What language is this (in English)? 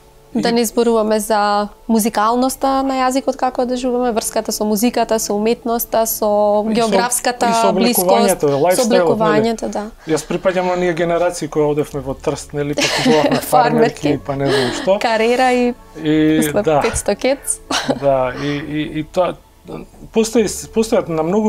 Macedonian